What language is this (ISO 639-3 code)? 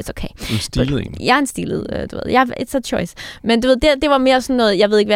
dan